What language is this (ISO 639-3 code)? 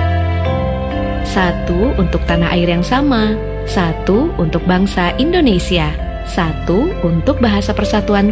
ind